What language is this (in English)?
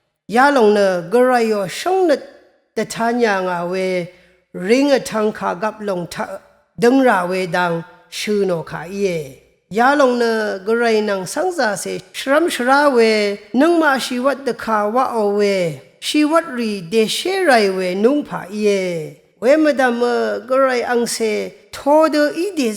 Rawang